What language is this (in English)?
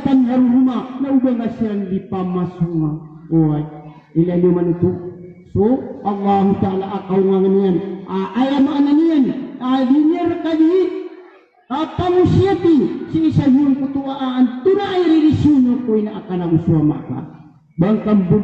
Maranao